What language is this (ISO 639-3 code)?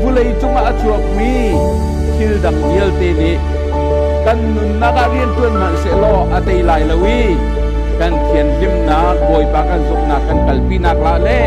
cnh